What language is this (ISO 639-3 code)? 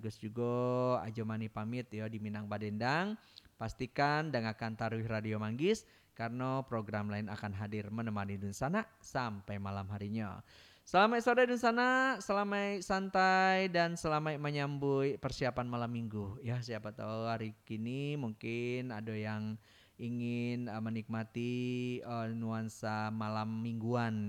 min